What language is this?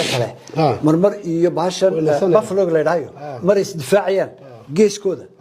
Somali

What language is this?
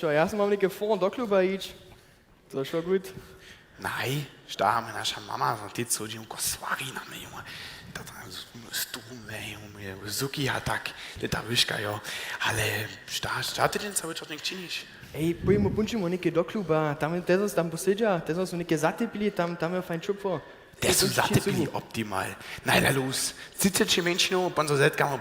Upper Sorbian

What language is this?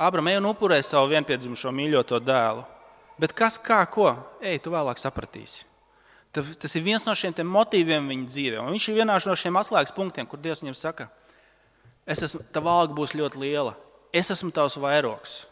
Latvian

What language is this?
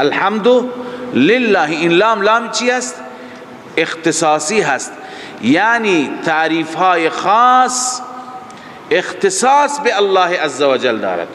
Persian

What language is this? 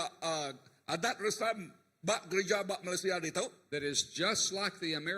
Iban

